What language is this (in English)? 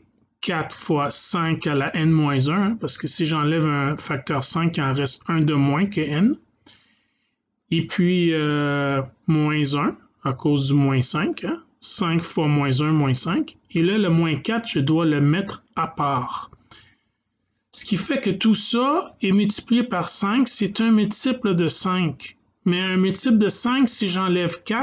French